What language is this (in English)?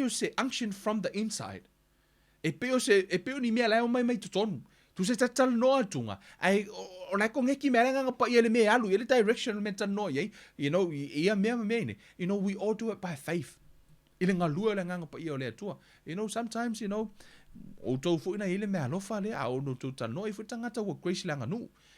Samoan